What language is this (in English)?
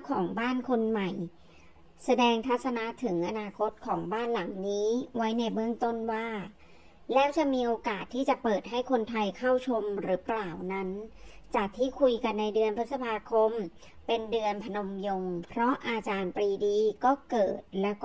Thai